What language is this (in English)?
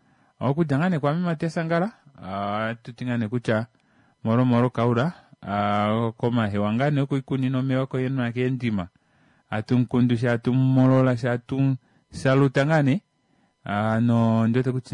Kuanyama